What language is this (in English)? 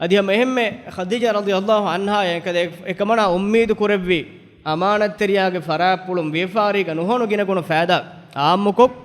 Divehi